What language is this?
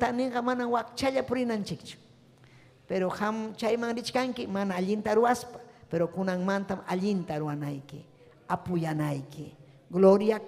Ayacucho Quechua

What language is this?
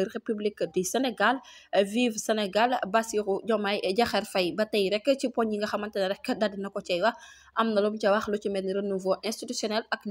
Wolof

